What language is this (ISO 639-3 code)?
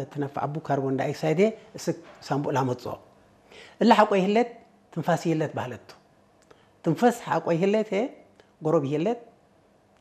tig